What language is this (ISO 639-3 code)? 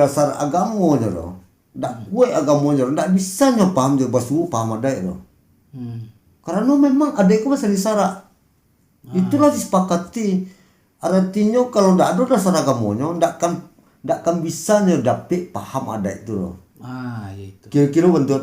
min